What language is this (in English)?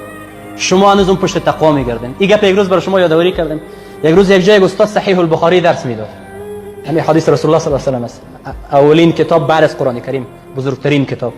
Persian